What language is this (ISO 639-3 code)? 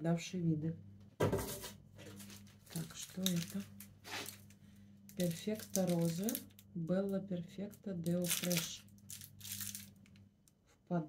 rus